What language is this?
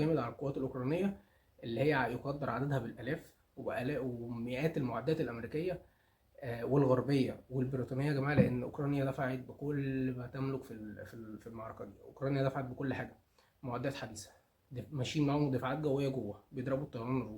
Egyptian Arabic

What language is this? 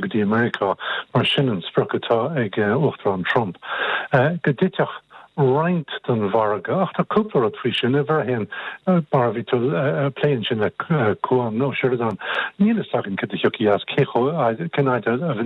Irish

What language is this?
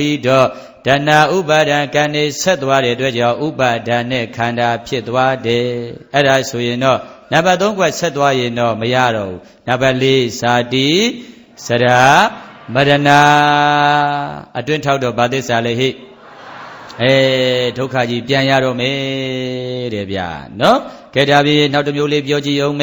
Burmese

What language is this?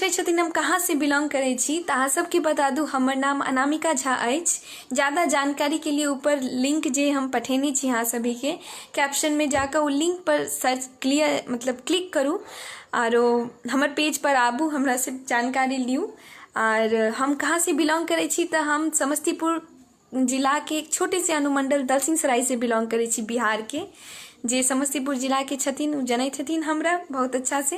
Maithili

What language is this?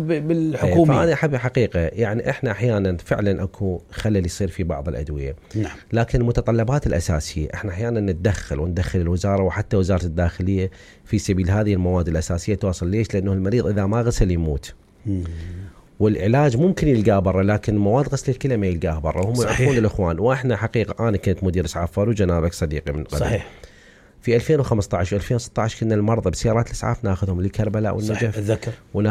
Mesopotamian Arabic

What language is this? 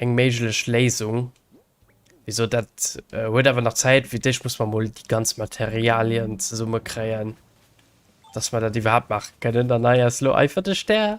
Luxembourgish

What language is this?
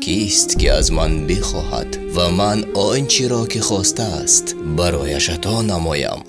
Tajik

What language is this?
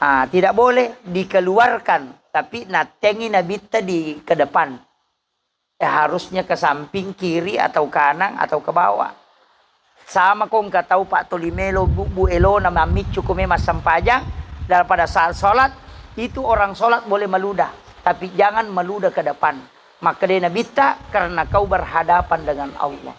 Buginese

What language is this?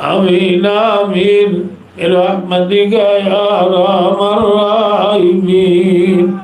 Rohingya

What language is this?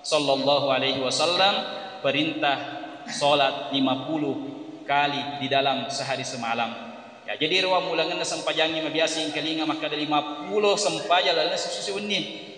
Buginese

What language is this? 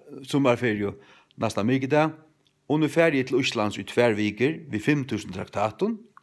Faroese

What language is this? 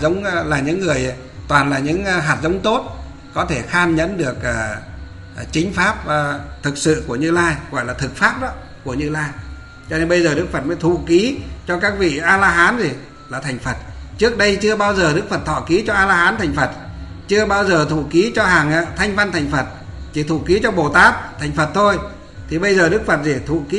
Vietnamese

